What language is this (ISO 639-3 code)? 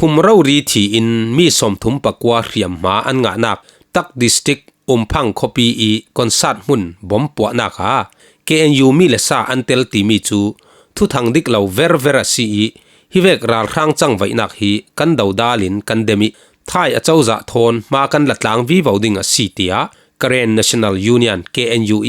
cfm